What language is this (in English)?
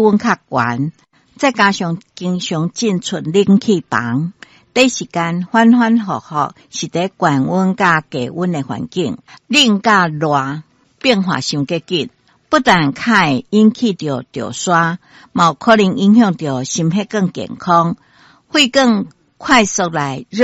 Min Nan Chinese